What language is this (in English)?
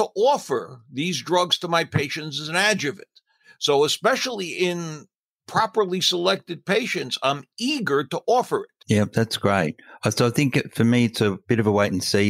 English